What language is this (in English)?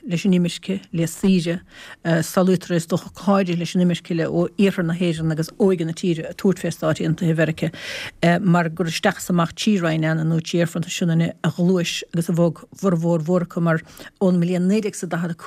Irish